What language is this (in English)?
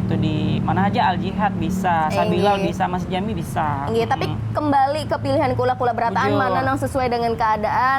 Banjar